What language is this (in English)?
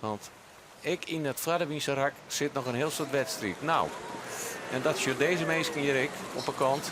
Western Frisian